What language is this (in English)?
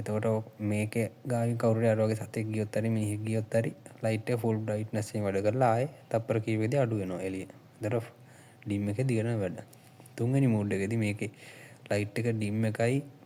Sinhala